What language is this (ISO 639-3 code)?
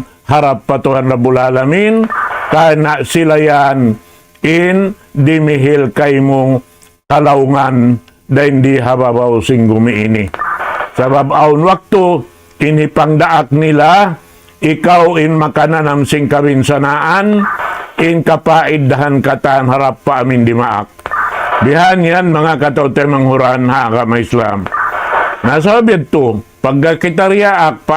tsg